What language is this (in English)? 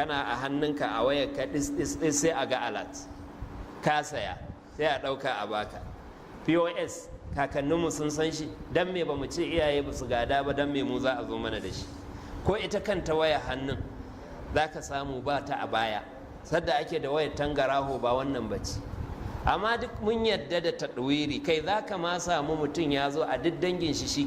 Hausa